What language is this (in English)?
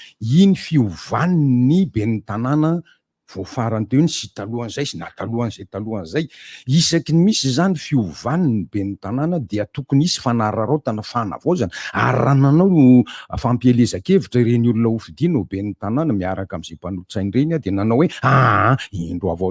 Malagasy